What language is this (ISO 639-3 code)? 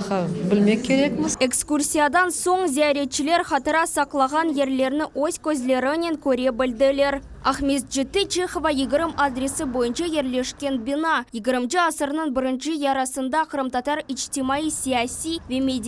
crh